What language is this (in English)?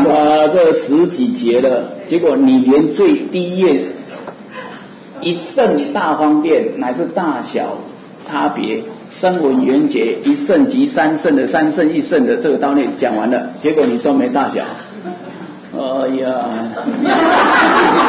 Chinese